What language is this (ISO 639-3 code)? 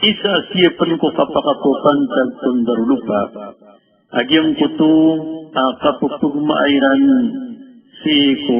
mrw